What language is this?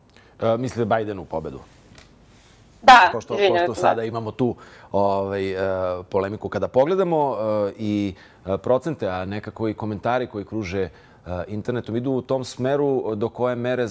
Serbian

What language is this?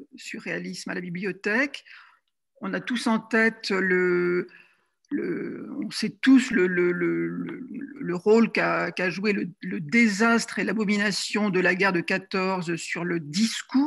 French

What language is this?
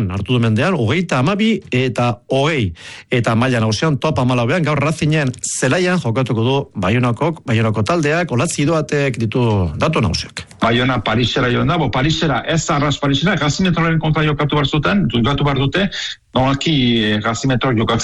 Basque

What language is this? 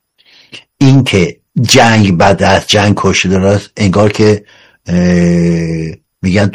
Persian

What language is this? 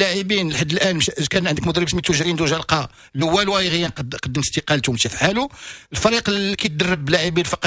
Moroccan Arabic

